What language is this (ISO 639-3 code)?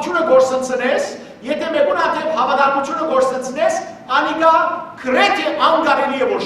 hyw